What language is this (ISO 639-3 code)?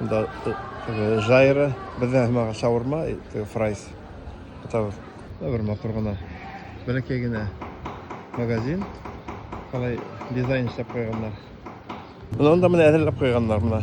bak